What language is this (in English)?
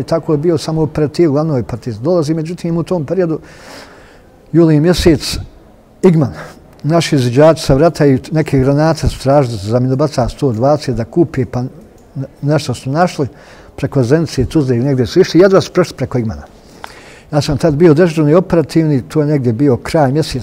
Bosnian